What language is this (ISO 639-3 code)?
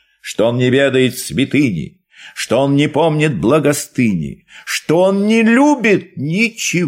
rus